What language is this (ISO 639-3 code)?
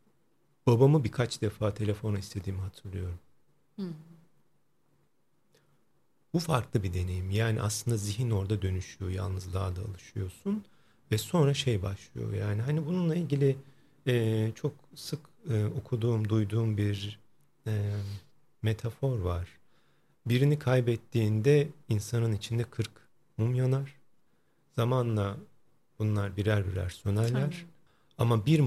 tur